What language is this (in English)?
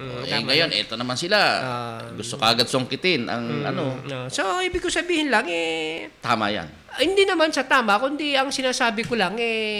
Filipino